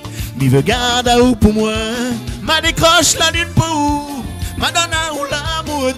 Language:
Réunion Creole French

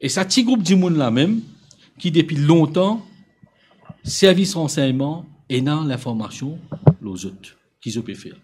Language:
Morisyen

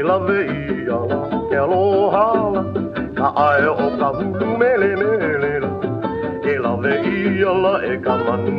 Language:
Hawaiian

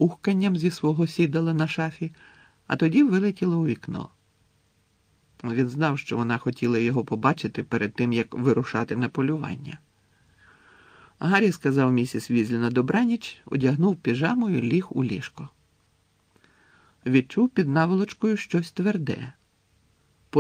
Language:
Ukrainian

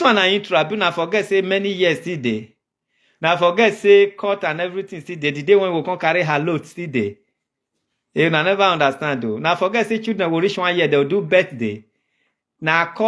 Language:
Nigerian Pidgin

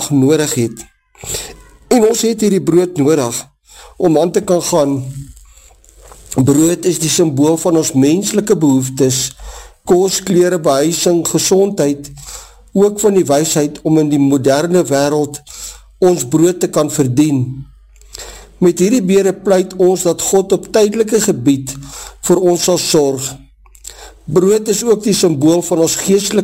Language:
Afrikaans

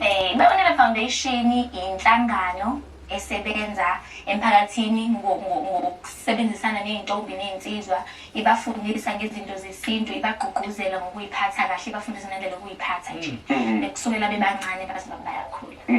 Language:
Zulu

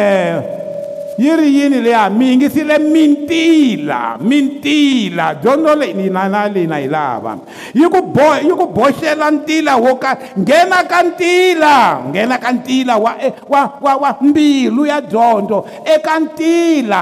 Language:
Tsonga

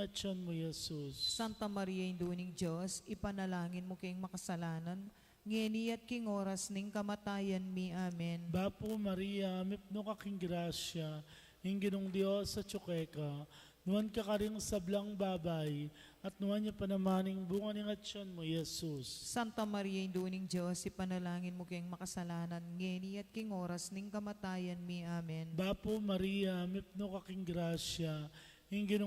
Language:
Pampanga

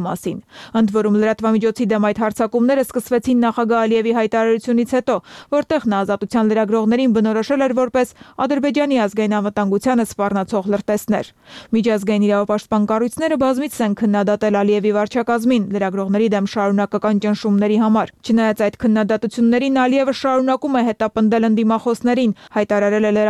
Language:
Armenian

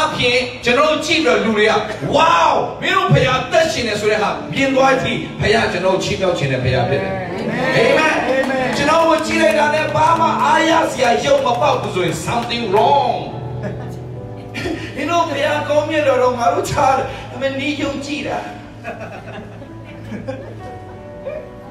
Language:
Burmese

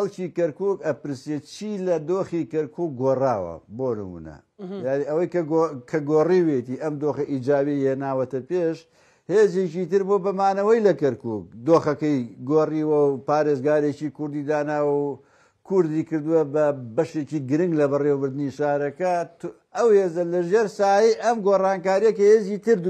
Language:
Central Kurdish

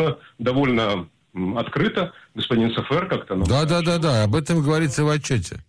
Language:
Russian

